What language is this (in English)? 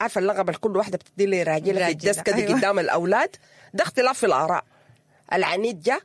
Sudanese Arabic